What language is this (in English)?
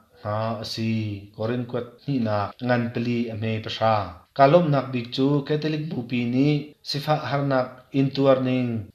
Hakha Chin